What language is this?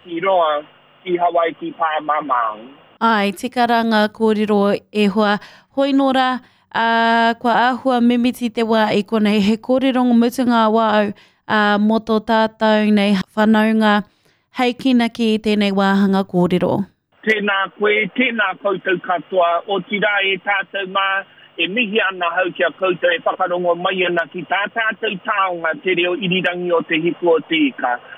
Māori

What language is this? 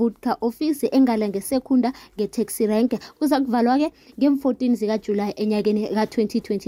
South Ndebele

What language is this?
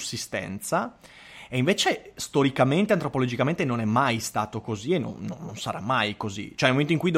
Italian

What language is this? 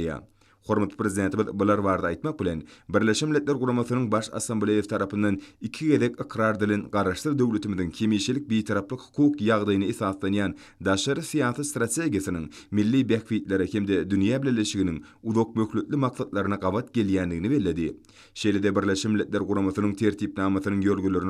Turkmen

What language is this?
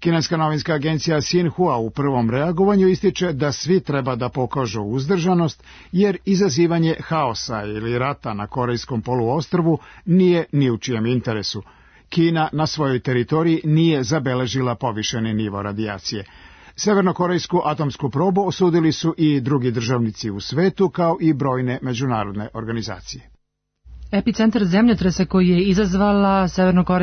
Serbian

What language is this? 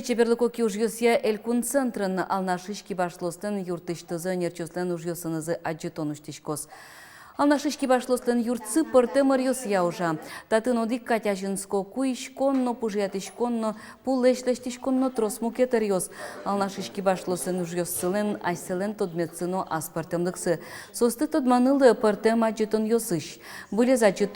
Udmurt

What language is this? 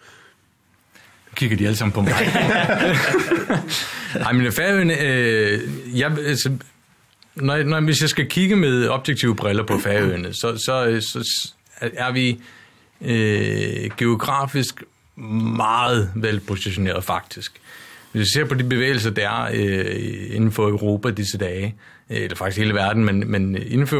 Danish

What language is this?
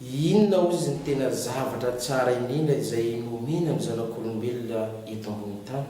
Malagasy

